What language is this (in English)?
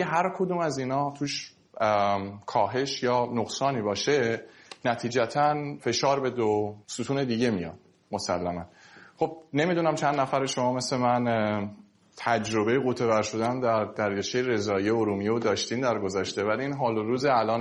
Persian